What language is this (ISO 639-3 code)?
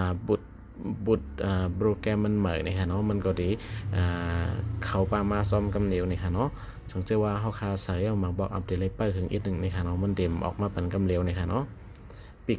shn